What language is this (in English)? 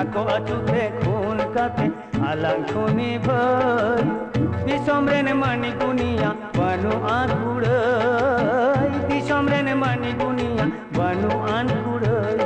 Santali